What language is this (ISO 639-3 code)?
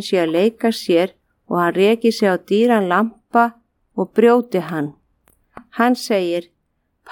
isl